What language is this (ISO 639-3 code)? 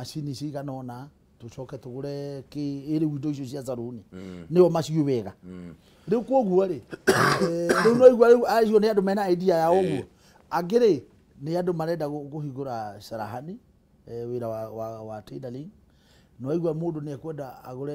kik